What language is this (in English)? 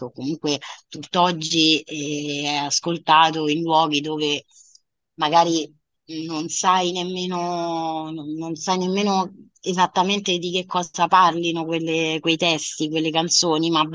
Italian